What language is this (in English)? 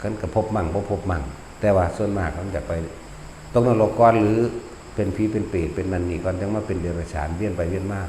Northeastern Thai